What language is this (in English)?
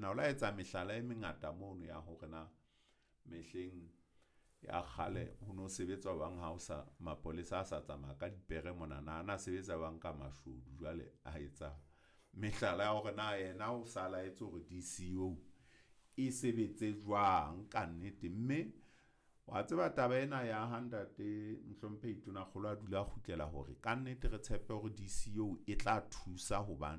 Southern Sotho